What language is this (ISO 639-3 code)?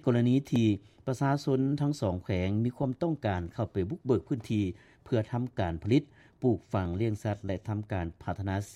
lao